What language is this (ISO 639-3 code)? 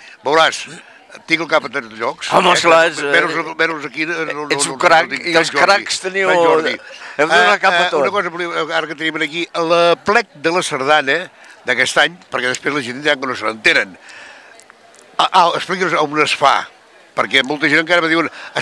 cat